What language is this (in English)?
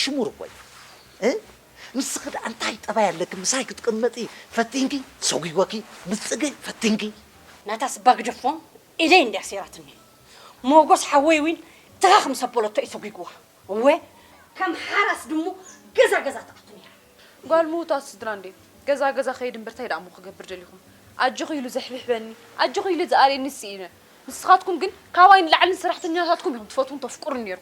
Tigrinya